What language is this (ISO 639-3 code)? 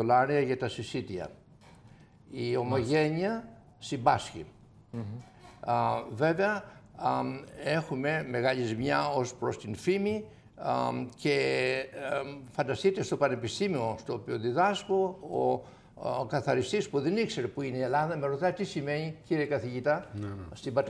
ell